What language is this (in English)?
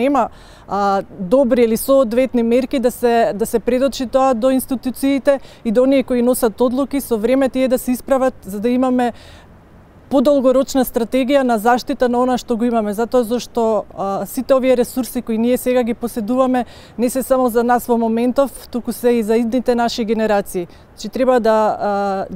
Macedonian